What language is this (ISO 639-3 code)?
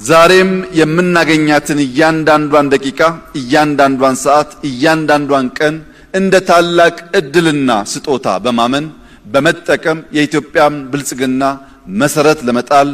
amh